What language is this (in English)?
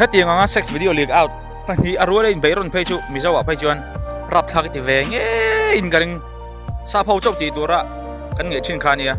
Mizo